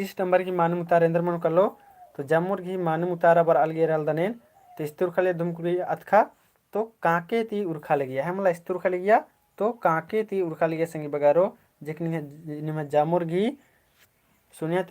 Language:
Kurukh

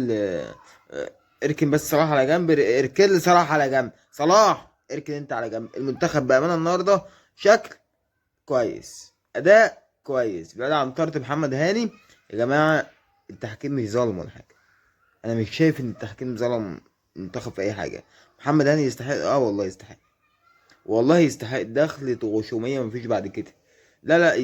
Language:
Egyptian Arabic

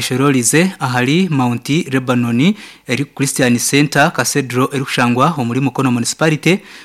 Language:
Nyankole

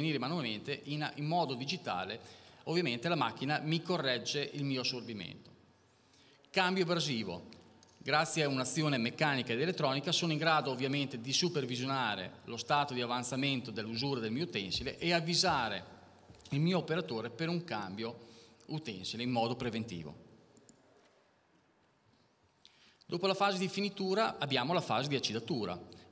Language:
Italian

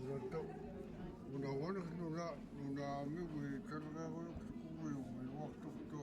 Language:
Central Yupik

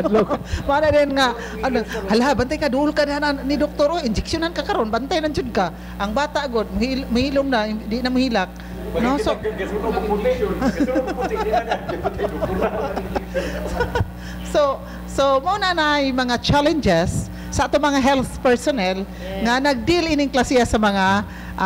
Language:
Cebuano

